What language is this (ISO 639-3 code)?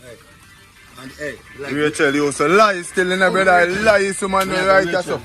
jam